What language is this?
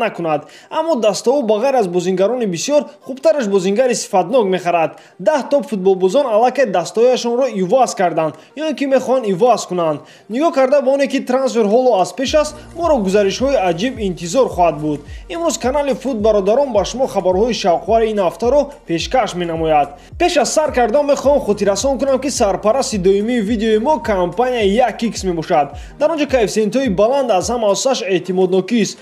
Tajik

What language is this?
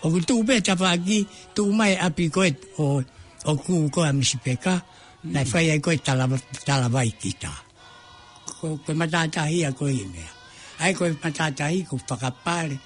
Tongan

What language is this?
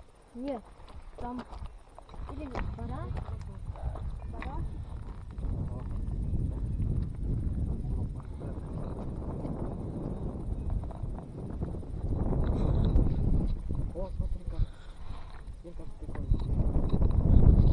Russian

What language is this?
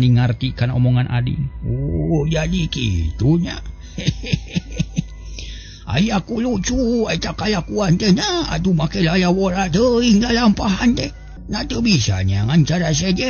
Sundanese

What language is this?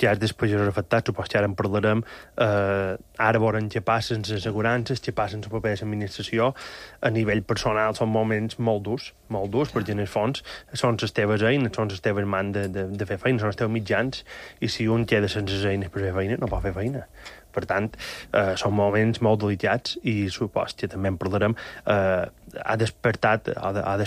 Catalan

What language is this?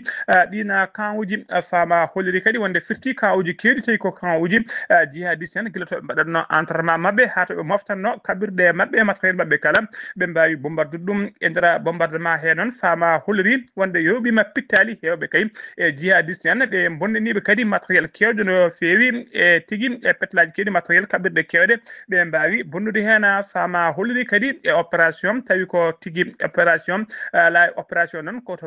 Fula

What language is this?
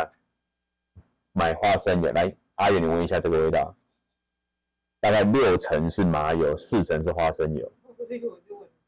Chinese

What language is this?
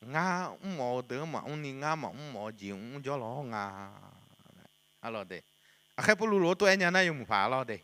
Akha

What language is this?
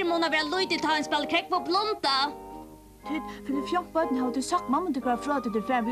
Faroese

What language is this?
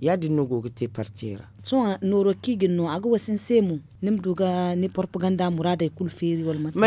Zarma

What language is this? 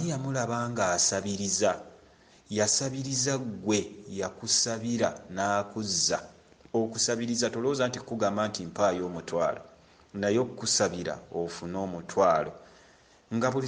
Ganda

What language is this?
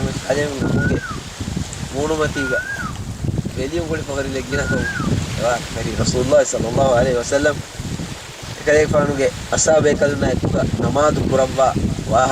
Divehi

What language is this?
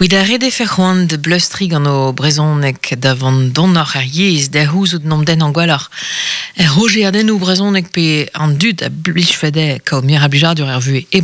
Breton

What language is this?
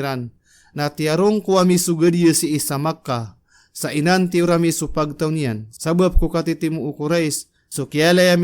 Maranao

